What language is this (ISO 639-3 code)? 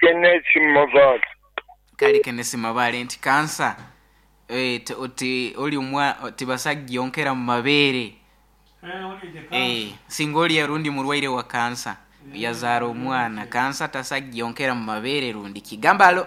nyo